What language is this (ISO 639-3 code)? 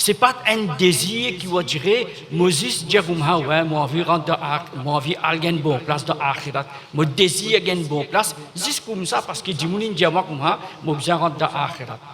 mfe